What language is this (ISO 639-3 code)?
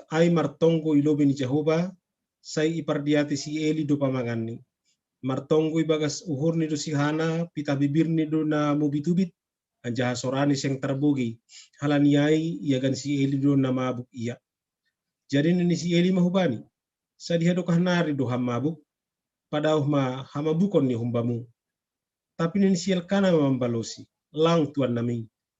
bts